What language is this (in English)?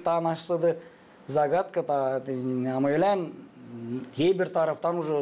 Gagauz